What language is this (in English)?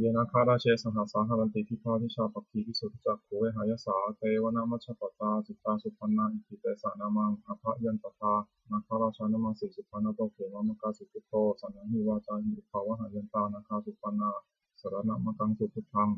Pali